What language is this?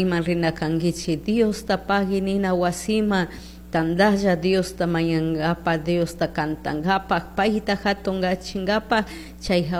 Chimborazo Highland Quichua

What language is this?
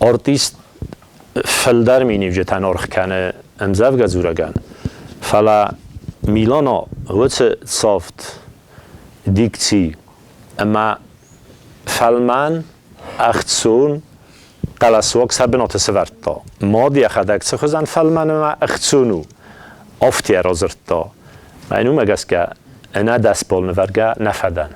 Ossetic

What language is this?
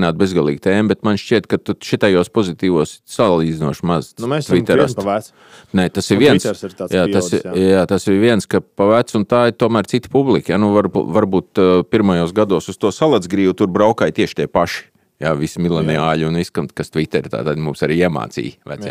Latvian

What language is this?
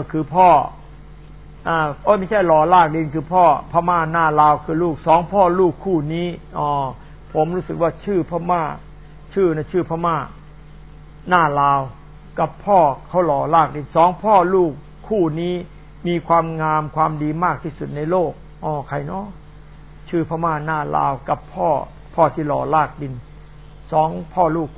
Thai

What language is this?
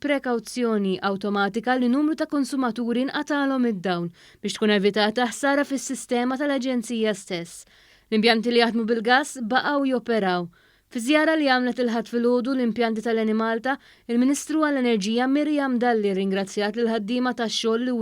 Maltese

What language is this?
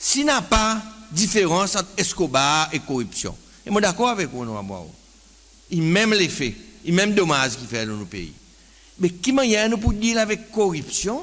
Seselwa Creole French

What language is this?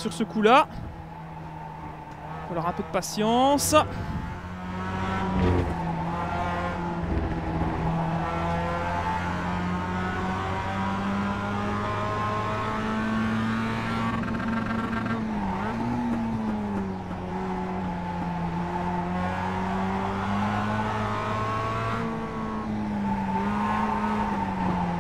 French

